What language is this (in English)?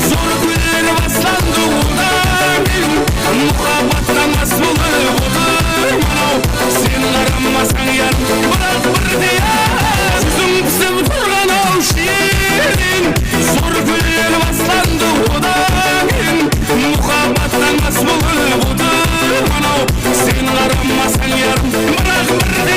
Kara-Kalpak